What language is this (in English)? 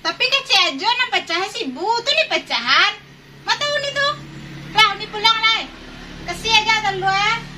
Minangkabau